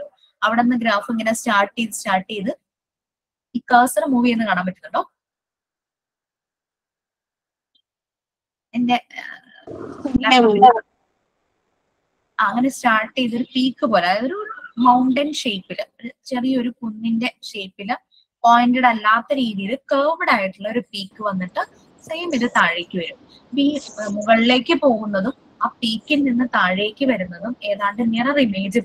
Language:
Malayalam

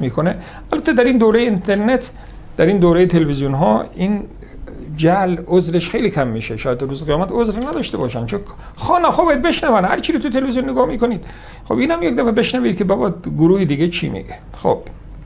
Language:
Persian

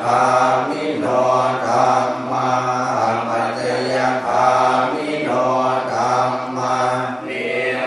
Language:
Pali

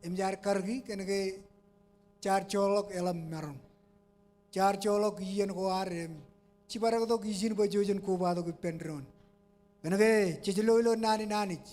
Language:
Marshallese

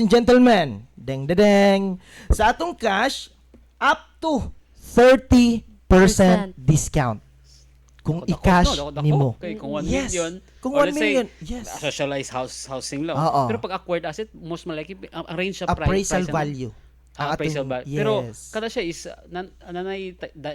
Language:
Cebuano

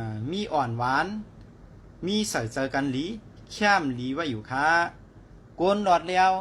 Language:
Shan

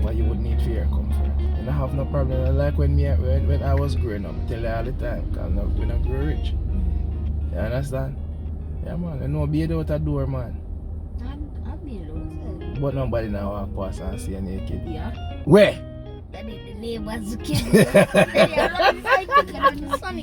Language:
Jamaican Creole English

